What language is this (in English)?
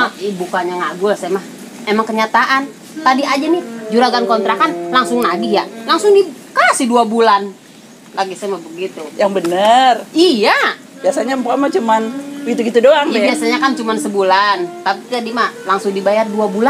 Betawi